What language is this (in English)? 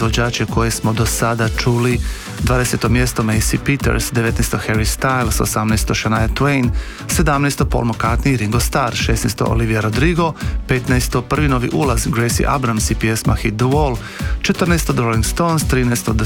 Croatian